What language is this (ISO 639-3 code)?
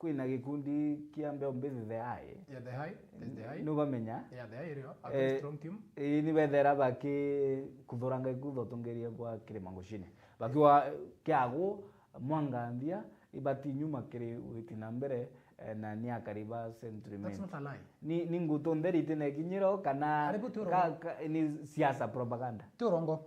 mer